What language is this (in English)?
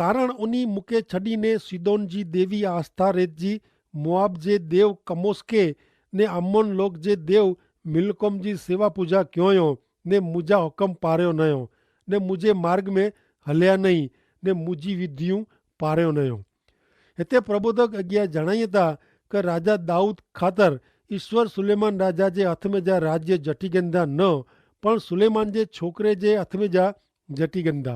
Kachhi